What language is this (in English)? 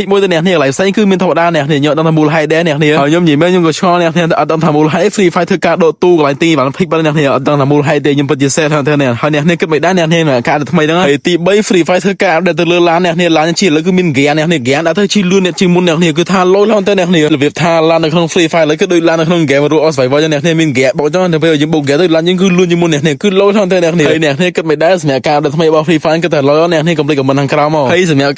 Khmer